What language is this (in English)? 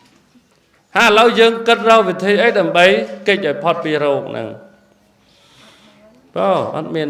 Khmer